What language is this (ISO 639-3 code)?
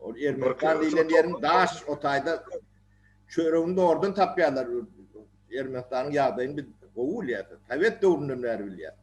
tuk